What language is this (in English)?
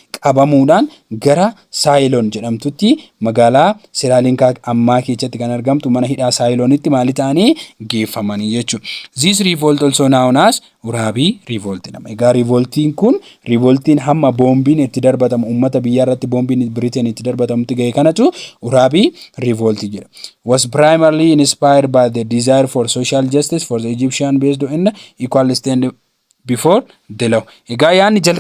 Oromo